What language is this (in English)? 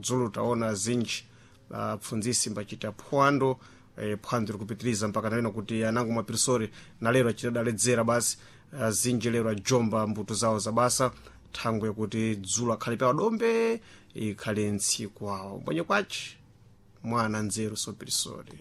Sena